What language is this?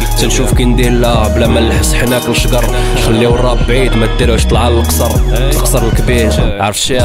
Moroccan Arabic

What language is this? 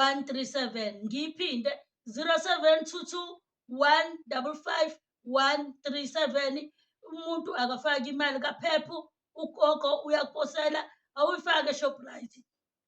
Zulu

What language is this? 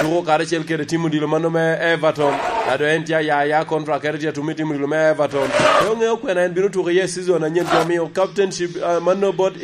Lango (Uganda)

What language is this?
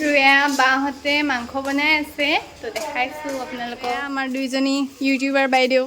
Assamese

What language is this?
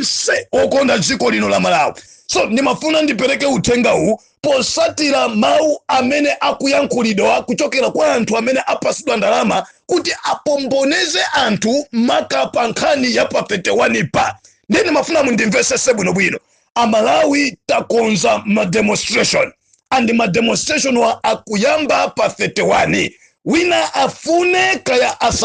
Nyanja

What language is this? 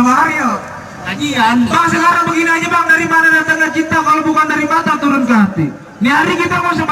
Betawi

